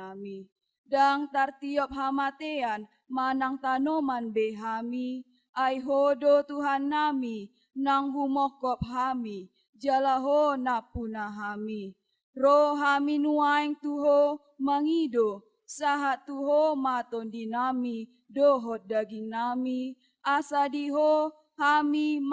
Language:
Batak Toba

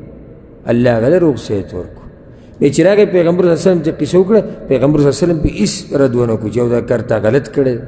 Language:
Pashto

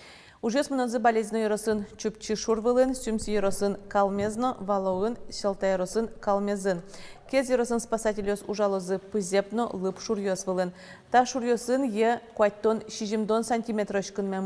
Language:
Udmurt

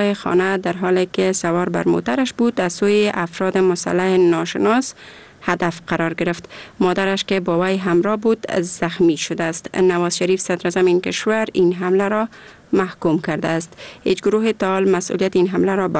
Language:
Persian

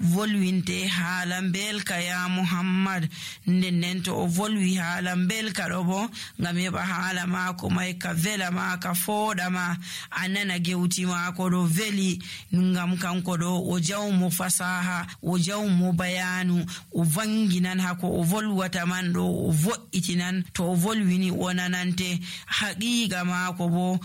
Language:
Nigerian Fulfulde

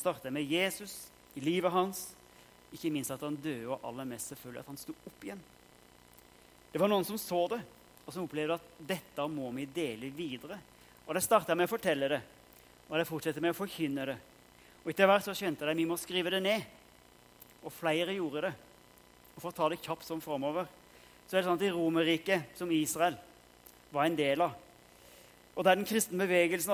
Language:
Norwegian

